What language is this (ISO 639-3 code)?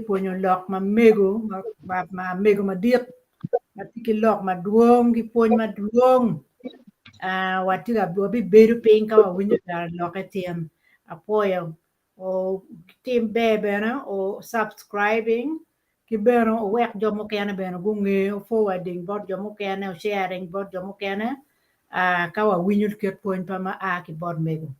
ach